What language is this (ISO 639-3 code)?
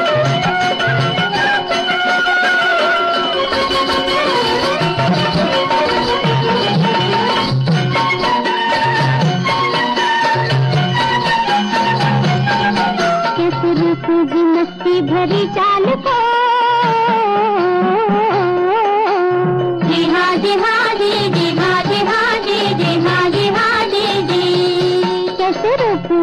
hin